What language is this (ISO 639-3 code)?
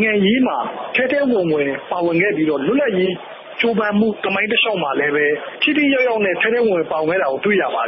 mya